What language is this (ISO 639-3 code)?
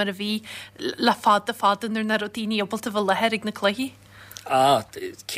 gle